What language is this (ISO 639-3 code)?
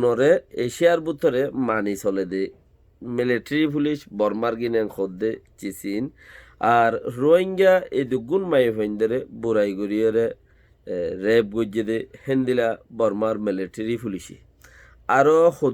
rhg